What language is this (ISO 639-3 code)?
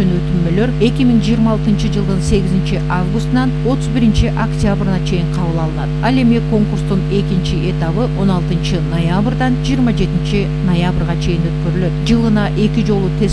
kir